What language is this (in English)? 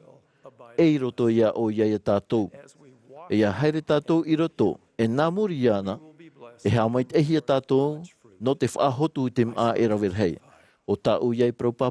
Tahitian